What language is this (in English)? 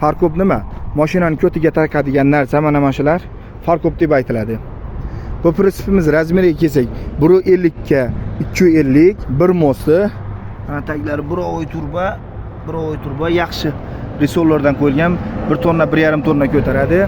Uzbek